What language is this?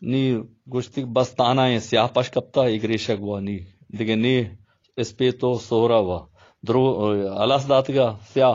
Baluchi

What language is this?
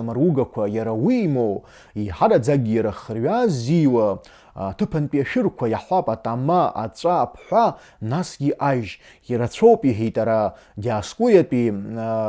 Abkhazian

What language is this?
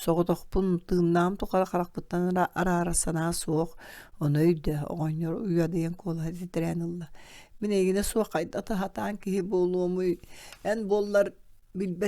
Yakut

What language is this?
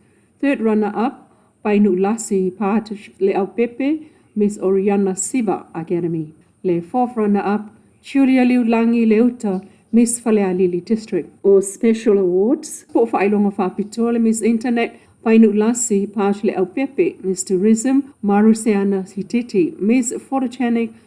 Samoan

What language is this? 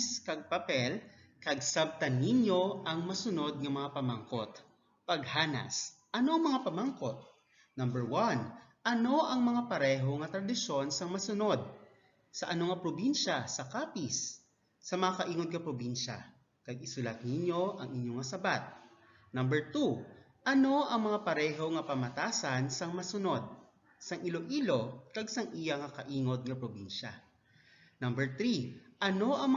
Hiligaynon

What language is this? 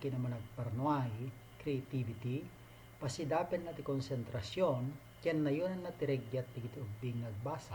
Iloko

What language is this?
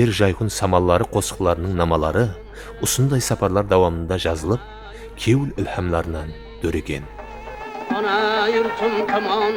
Kara-Kalpak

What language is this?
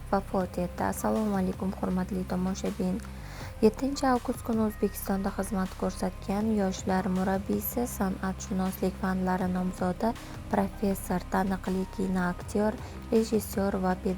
Uzbek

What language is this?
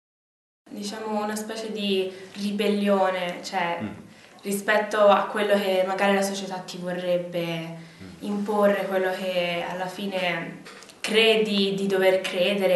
Italian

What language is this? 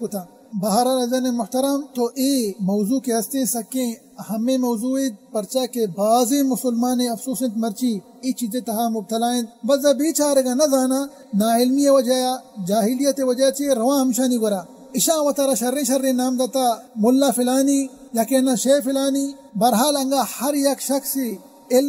Baluchi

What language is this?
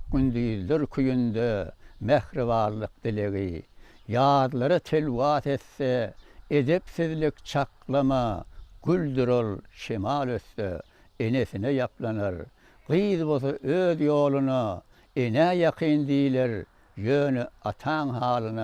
Turkmen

